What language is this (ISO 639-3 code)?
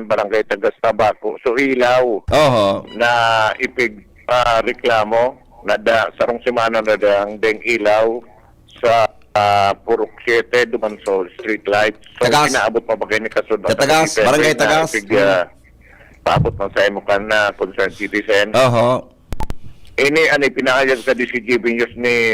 bik